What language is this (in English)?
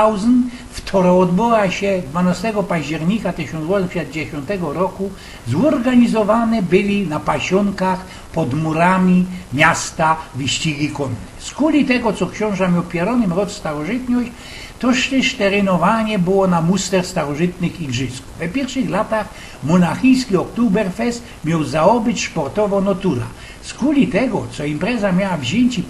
Silesian